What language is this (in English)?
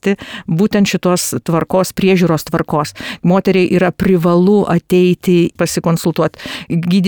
Lithuanian